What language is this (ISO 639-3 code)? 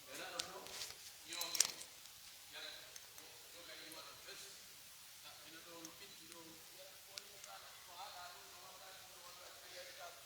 fuf